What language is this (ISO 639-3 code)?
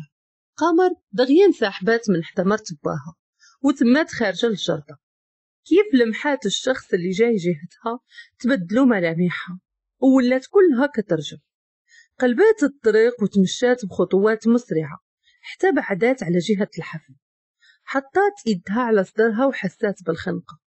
ary